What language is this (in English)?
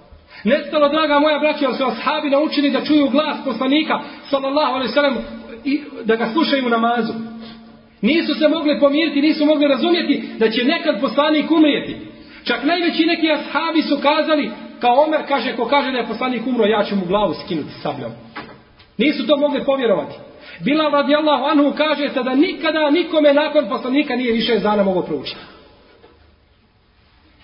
Bosnian